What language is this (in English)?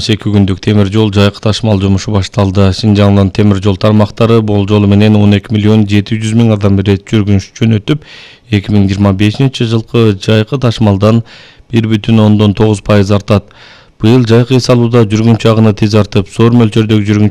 Kyrgyz